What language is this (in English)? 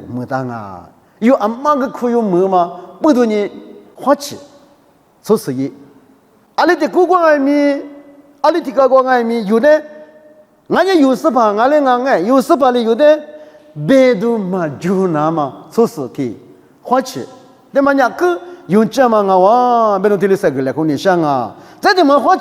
Lisu